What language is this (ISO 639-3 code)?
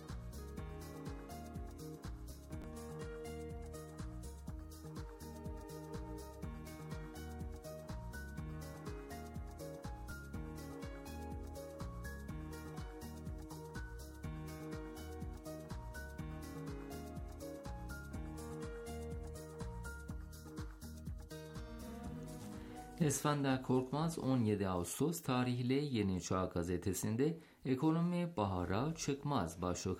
tur